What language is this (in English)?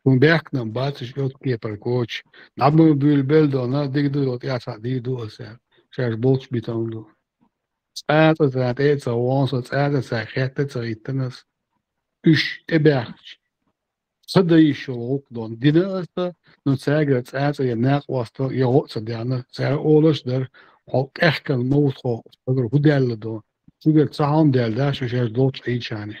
Chechen